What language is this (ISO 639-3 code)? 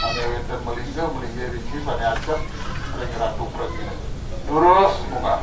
ban